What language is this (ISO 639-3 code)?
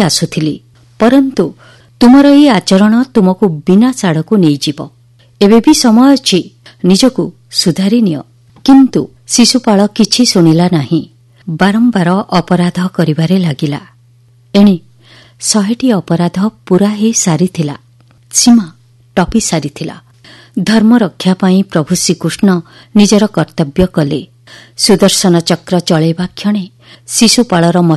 ori